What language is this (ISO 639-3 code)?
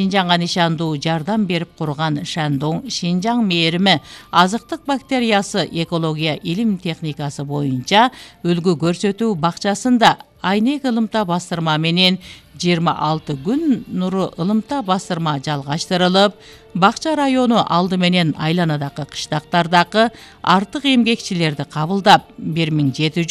kir